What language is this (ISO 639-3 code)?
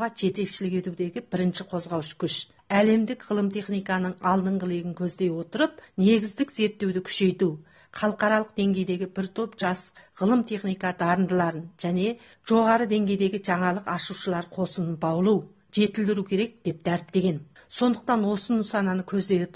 kaz